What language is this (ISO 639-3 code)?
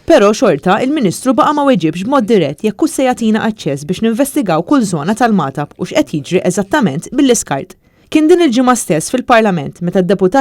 mlt